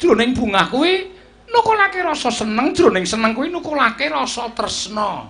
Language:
Javanese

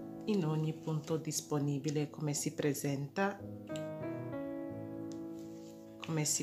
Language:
Italian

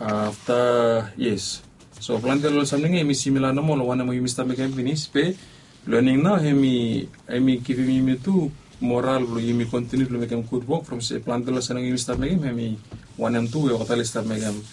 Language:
Bislama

